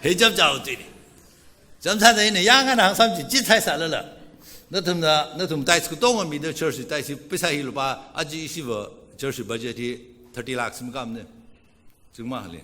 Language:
Tangkhul Naga (India)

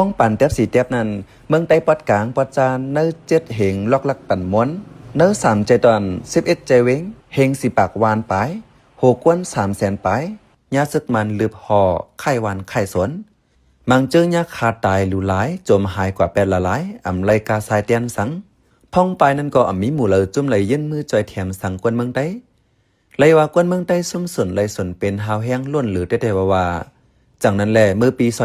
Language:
Shan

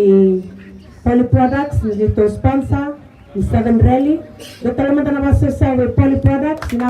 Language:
Fijian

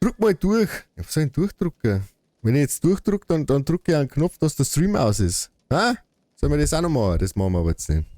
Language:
Bavarian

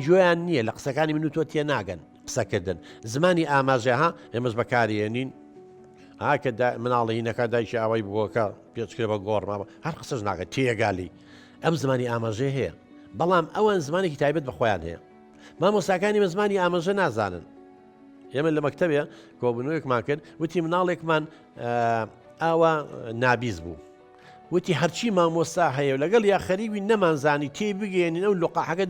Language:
Central Kurdish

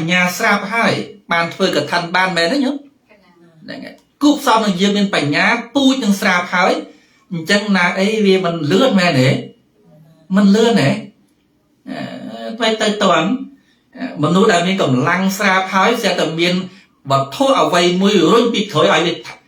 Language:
Khmer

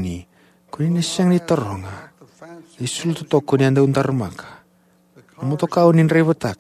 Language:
Fijian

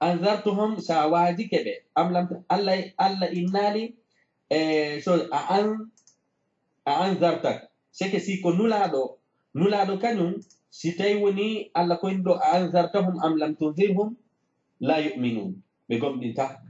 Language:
Fula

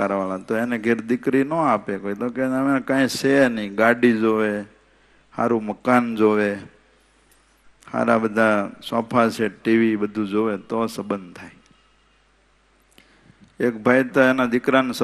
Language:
Gujarati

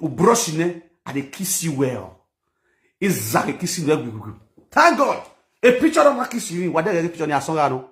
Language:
Nigerian Pidgin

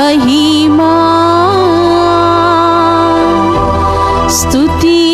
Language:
Telugu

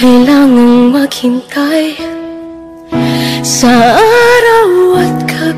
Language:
Filipino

